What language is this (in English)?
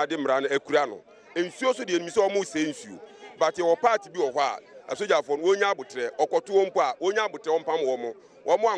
Akan